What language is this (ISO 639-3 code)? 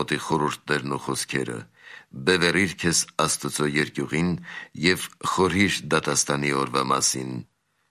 hye